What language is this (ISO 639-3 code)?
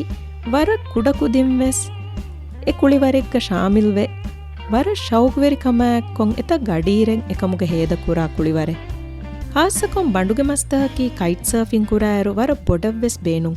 div